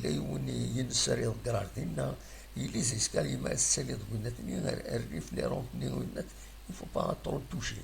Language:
Kabyle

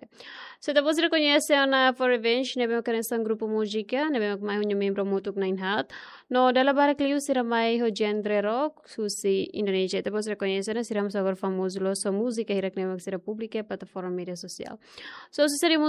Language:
Tetum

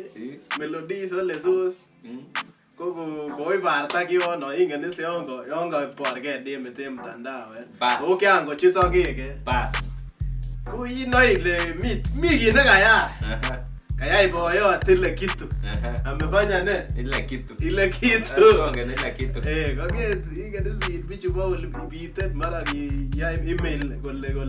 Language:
Kalenjin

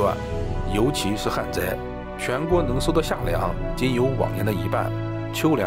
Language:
Chinese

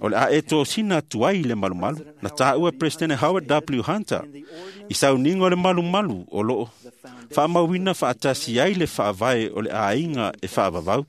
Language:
Samoan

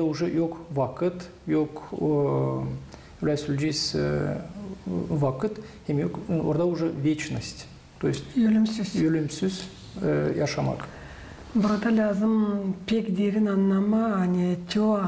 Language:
Gagauz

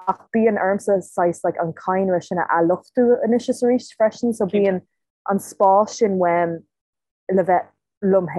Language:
Irish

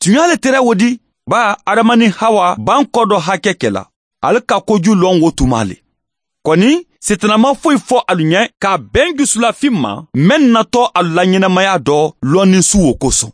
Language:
Mandingo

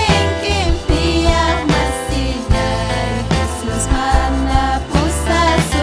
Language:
Ayacucho Quechua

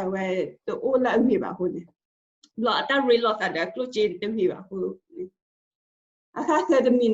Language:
S'gaw Karen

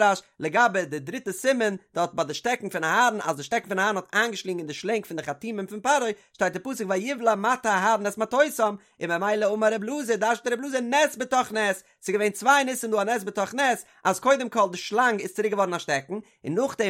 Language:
Yiddish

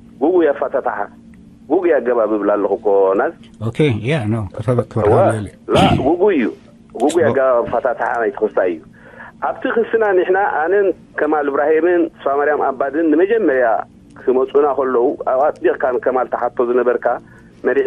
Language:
Tigrinya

